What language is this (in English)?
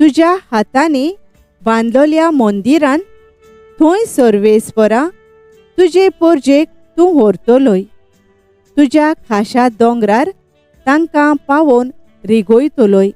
Konkani